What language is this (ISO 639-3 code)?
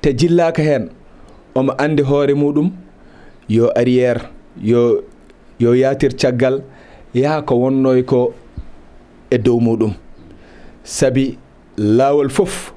ful